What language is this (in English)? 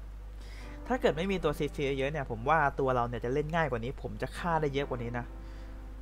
Thai